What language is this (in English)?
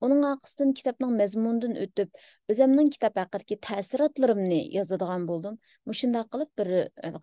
Uyghur